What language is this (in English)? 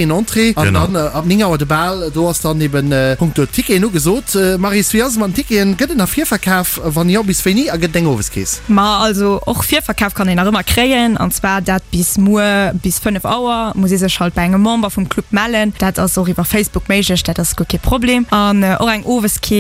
Luxembourgish